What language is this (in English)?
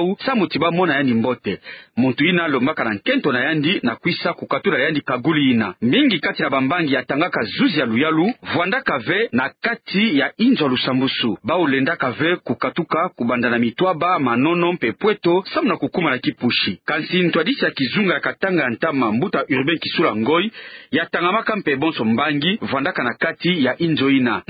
Kituba (Democratic Republic of Congo)